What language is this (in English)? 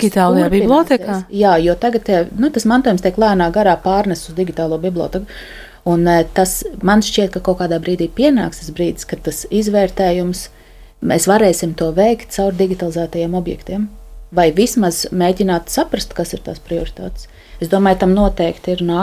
Latvian